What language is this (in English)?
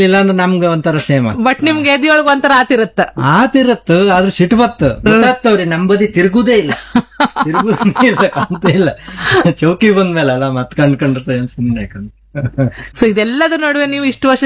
Kannada